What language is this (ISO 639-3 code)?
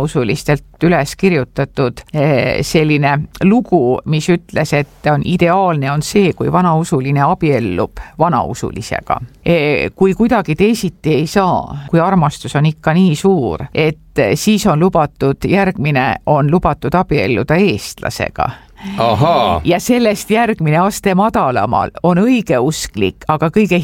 est